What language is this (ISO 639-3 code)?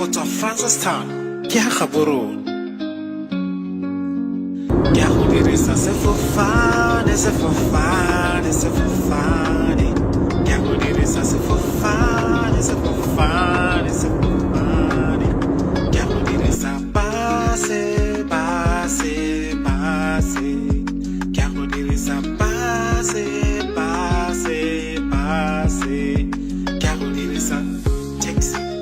tsn